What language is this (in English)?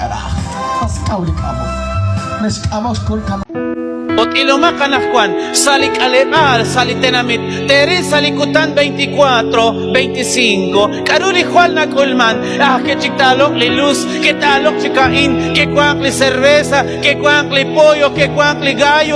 Kekchí